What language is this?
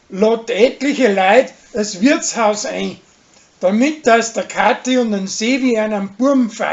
Bavarian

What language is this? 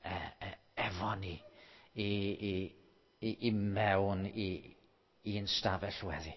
Welsh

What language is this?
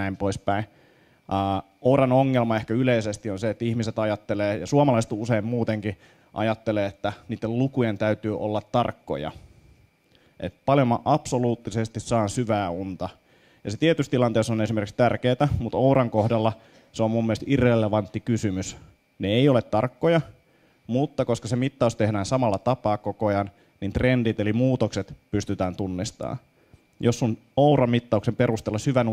Finnish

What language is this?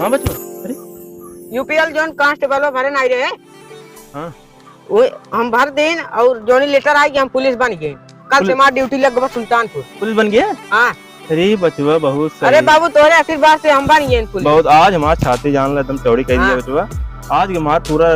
Awadhi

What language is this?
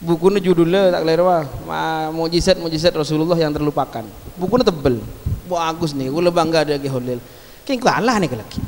Madurese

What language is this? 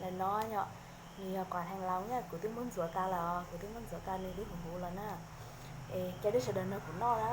Hmong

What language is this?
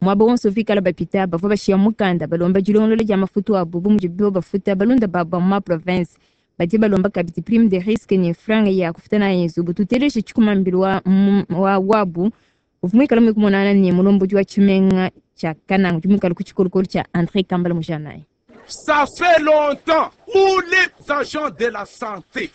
Luba-Lulua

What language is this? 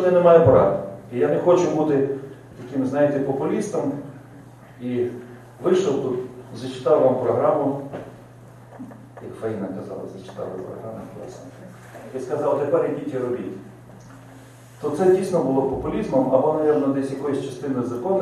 Ukrainian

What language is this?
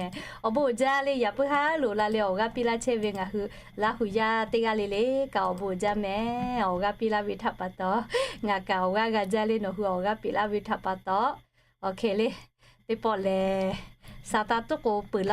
Lahu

